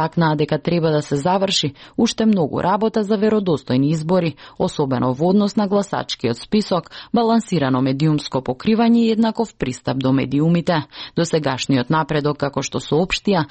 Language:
Macedonian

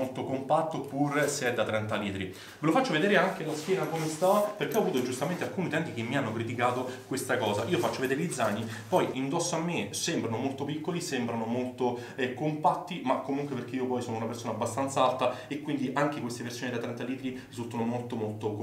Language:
Italian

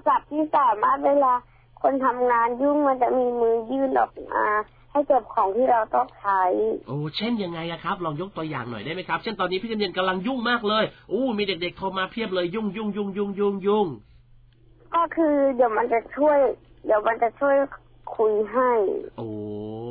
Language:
Thai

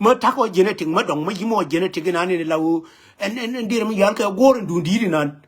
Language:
Nuer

